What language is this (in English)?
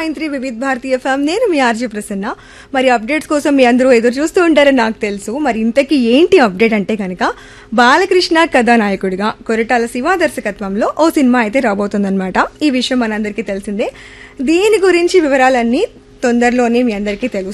Telugu